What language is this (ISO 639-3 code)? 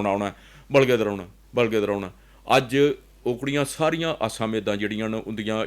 doi